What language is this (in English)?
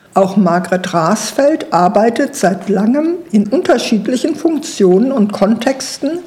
German